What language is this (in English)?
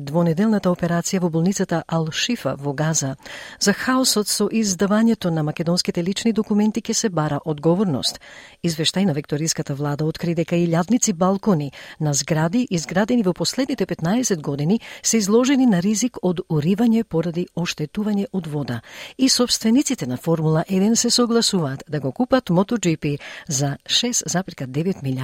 Macedonian